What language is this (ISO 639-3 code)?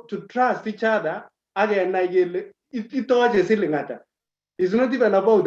kln